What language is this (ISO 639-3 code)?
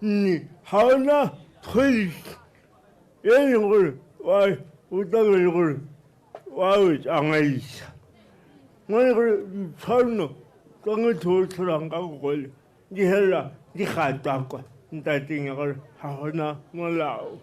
tsn